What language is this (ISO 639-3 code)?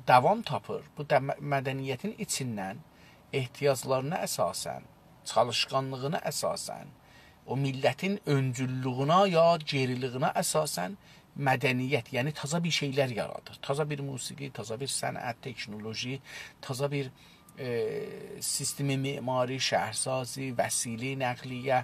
azb